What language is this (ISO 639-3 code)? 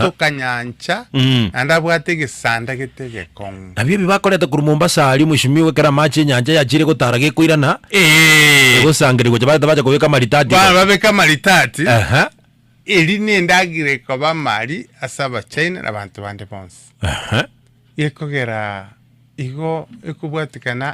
guz